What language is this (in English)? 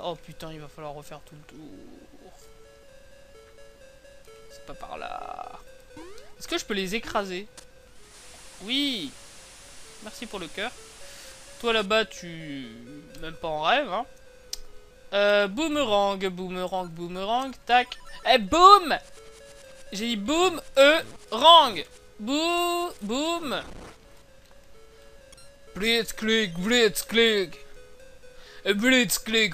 French